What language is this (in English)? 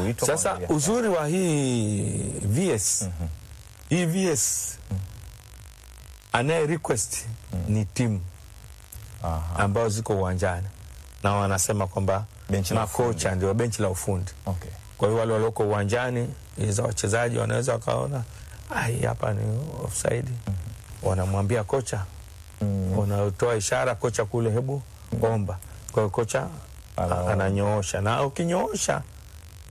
Swahili